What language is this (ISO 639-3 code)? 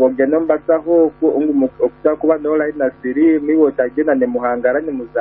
nyo